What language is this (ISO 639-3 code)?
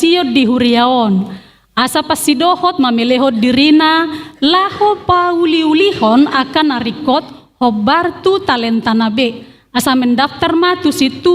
bbc